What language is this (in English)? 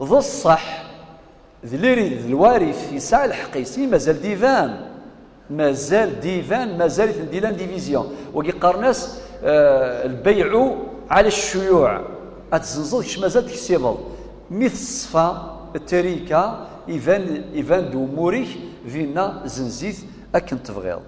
Kabyle